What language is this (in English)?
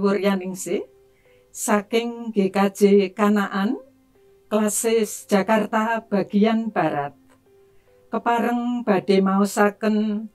Javanese